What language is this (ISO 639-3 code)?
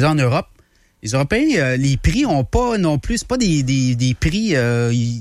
fra